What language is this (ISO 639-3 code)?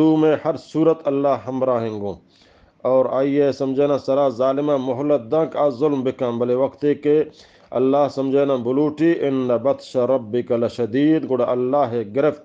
bgp